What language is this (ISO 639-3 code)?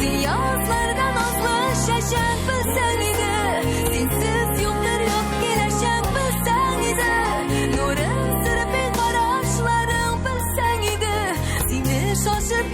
tat